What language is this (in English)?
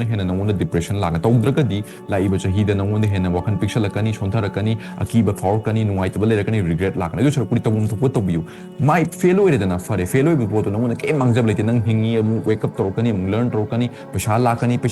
Manipuri